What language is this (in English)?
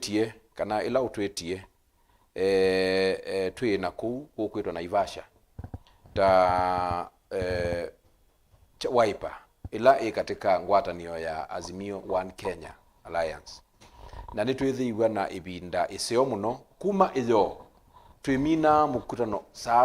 Kamba